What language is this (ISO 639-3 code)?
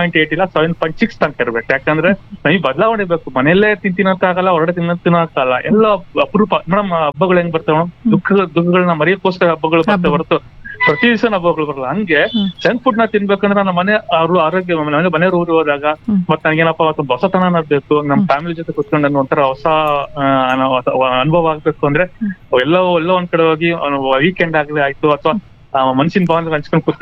kan